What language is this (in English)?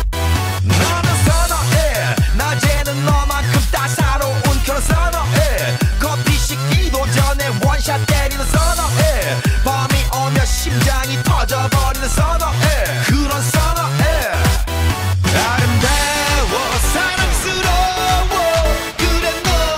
Korean